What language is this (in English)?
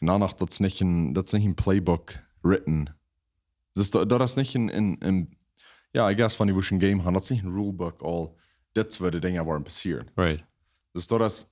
Plautdietsch